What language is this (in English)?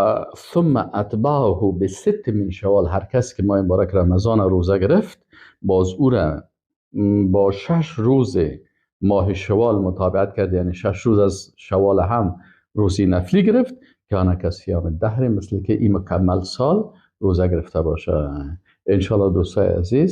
Persian